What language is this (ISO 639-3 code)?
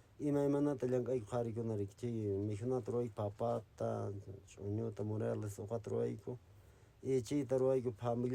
que